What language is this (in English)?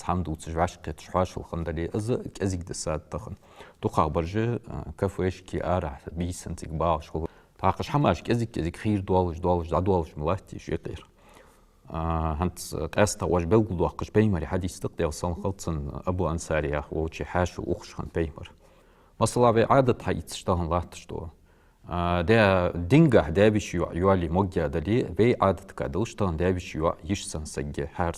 Ingush